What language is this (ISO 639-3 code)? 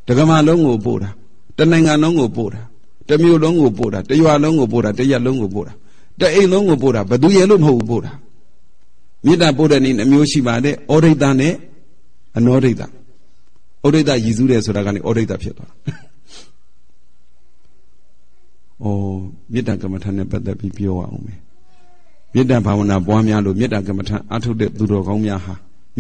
mya